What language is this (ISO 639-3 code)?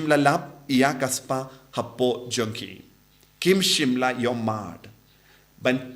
kha